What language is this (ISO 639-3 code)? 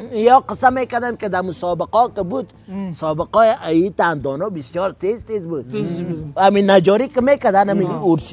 fas